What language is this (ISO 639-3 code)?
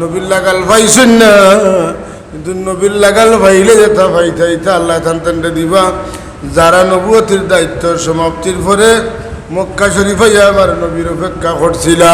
syl